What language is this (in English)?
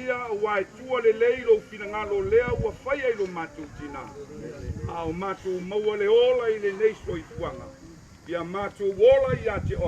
Samoan